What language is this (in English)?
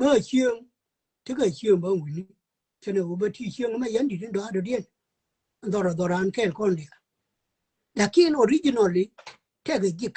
Nuer